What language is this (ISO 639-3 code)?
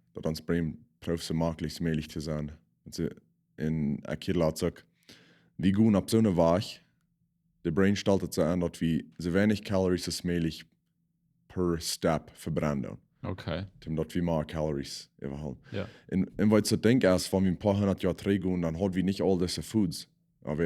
pdt